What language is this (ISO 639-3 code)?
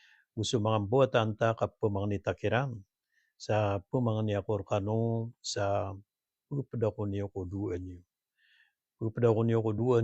mrw